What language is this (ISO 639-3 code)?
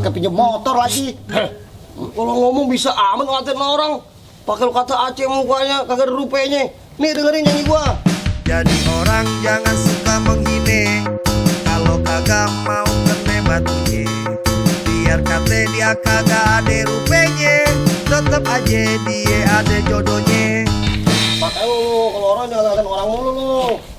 bew